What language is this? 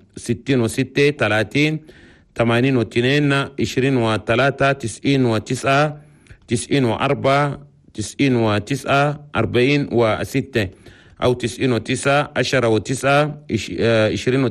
Chadian Arabic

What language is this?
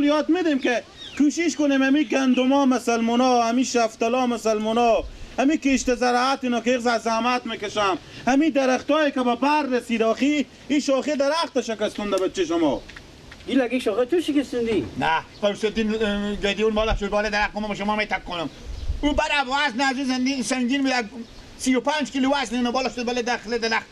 Persian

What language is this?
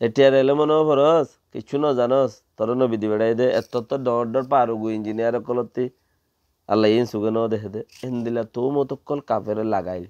Rohingya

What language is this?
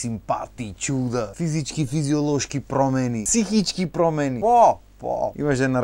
Macedonian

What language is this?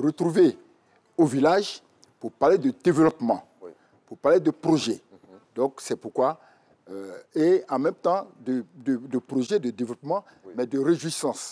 French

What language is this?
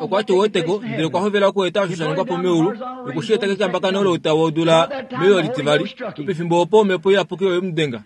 Kuanyama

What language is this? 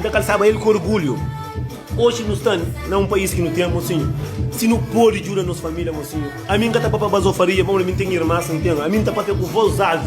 Kabuverdianu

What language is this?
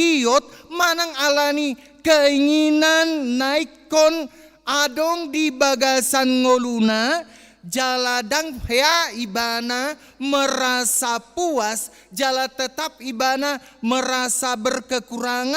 Batak Toba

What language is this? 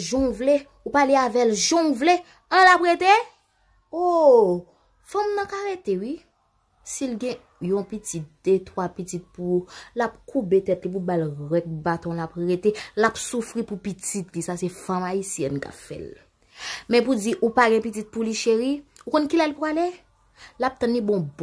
Haitian Creole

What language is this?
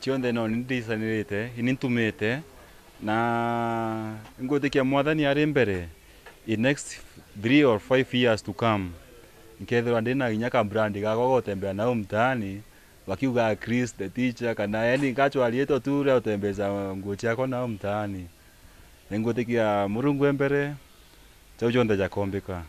Meru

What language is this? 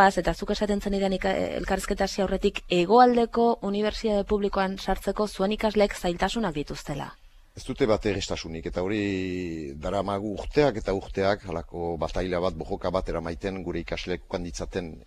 Basque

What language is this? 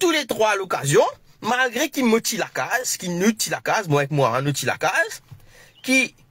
Morisyen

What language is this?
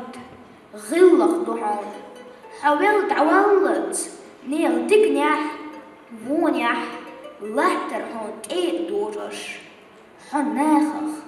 Chechen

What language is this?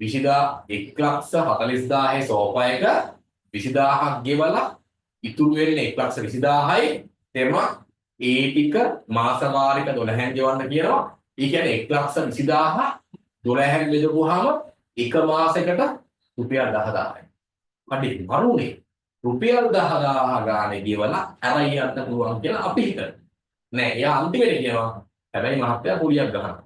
Sinhala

